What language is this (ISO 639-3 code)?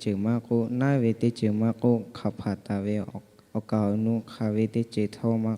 lhu